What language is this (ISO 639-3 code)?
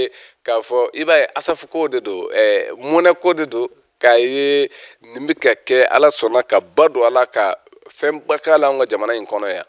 bam